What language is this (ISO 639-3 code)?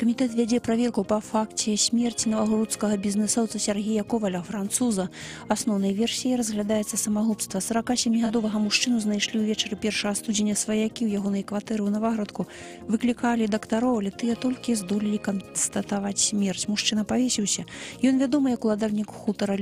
bel